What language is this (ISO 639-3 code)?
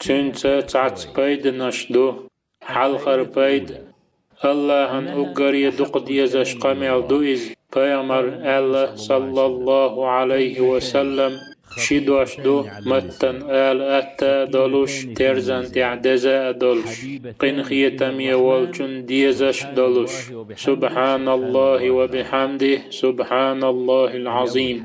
che